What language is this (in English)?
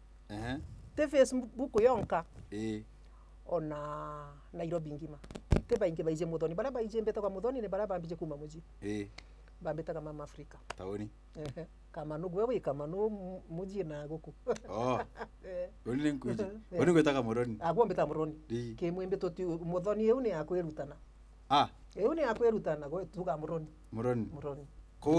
Meru